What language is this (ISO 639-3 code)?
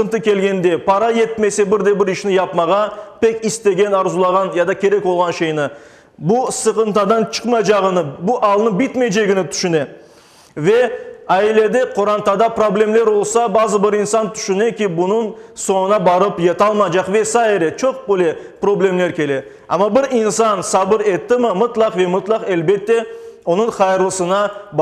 crh